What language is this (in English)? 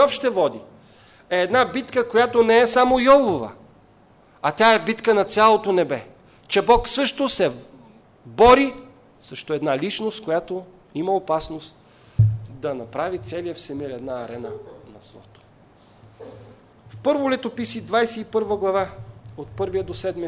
Bulgarian